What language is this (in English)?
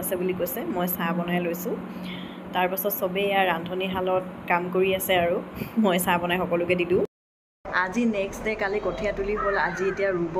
Assamese